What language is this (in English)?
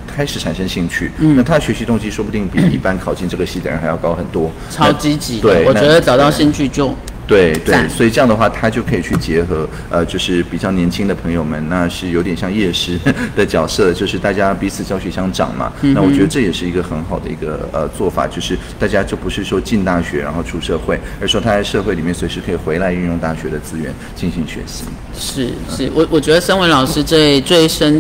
Chinese